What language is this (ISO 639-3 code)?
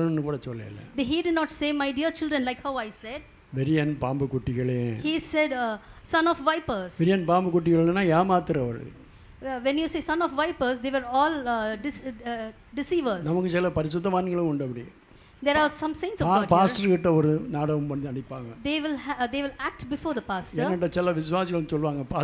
tam